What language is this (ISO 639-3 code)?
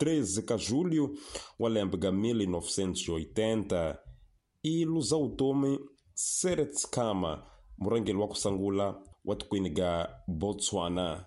tso